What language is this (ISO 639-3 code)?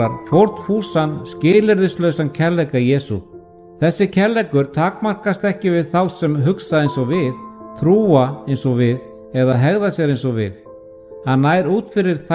isl